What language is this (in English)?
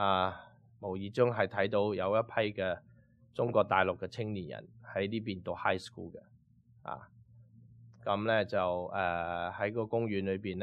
Cantonese